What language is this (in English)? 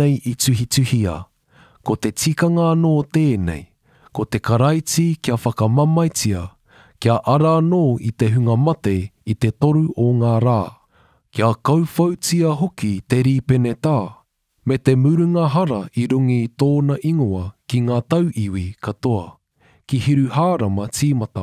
Māori